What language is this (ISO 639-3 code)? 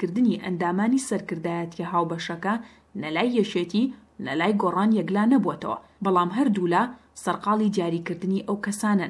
ckb